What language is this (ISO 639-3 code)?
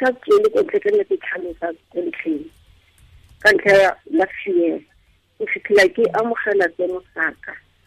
tsn